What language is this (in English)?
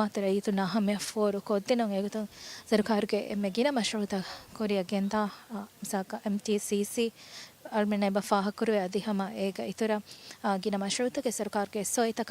Divehi